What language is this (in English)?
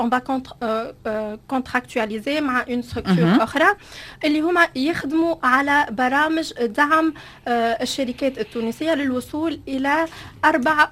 Tunisian Arabic